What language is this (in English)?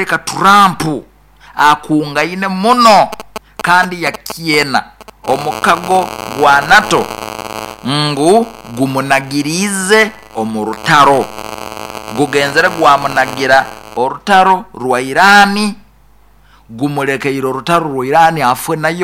Nyoro